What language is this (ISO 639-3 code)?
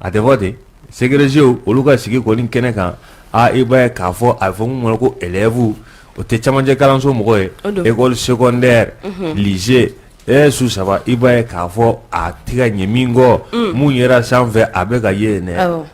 bam